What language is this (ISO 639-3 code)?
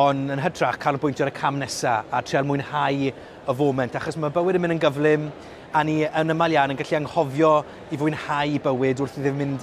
cym